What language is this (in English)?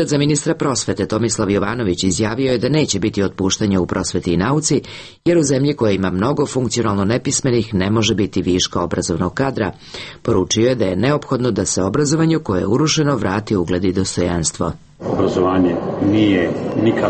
Serbian